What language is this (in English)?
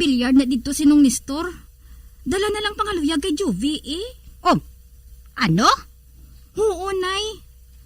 Hiligaynon